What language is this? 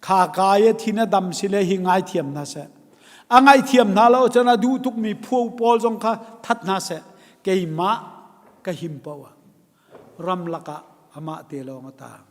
Hakha Chin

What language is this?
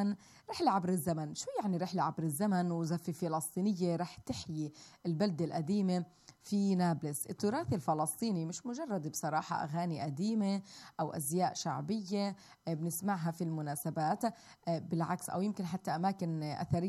South Levantine Arabic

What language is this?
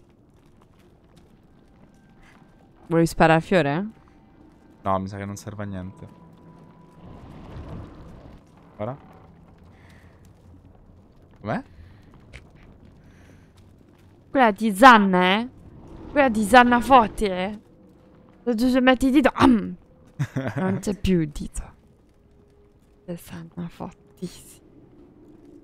Italian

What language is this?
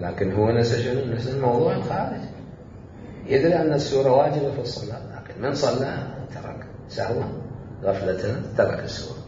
Mesopotamian Arabic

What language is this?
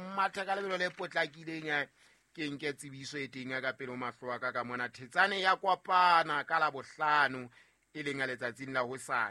Southern Sotho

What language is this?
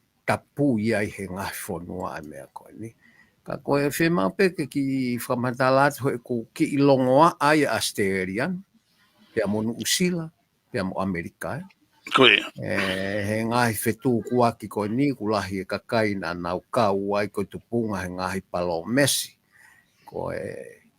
Tongan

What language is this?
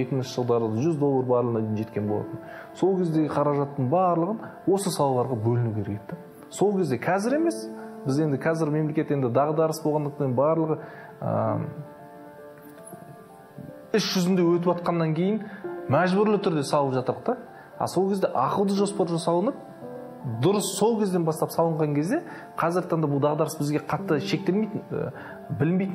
Kazakh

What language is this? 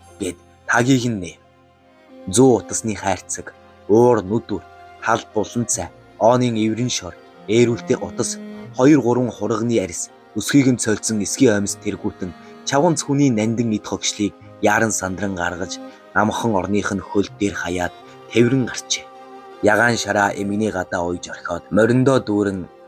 Mongolian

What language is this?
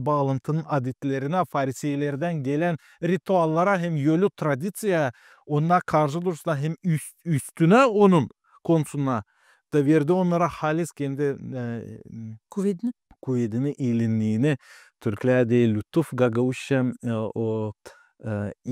Gagauz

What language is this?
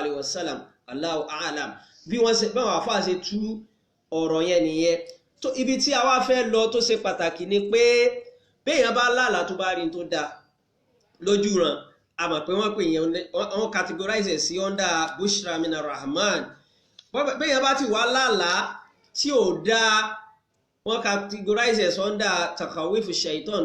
Yoruba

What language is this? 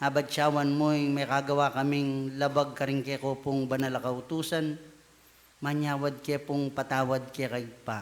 Pampanga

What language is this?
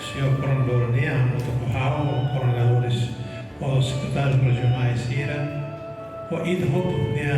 Tetum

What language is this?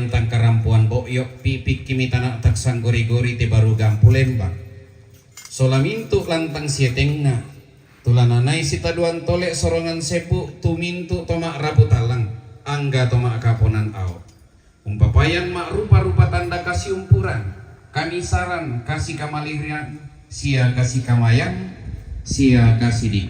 Toraja-Sa'dan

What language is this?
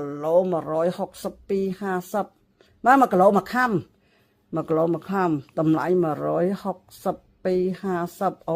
Khmer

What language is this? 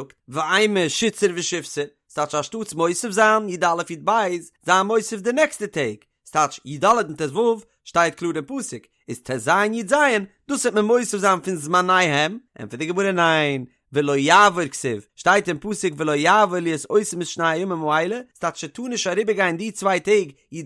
Yiddish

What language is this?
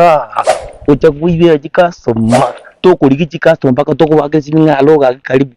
Gusii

